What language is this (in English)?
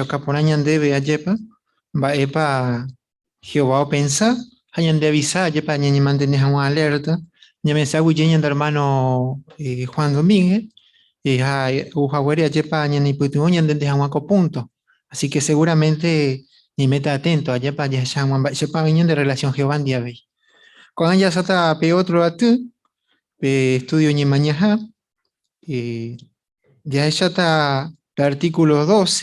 Guarani